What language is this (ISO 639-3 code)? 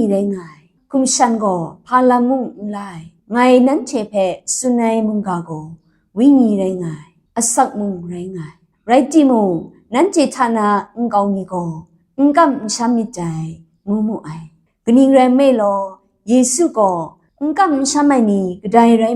kac